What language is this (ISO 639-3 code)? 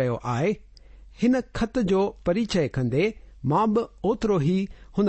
snd